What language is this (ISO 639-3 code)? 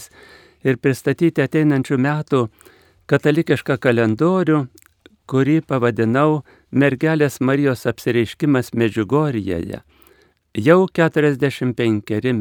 lit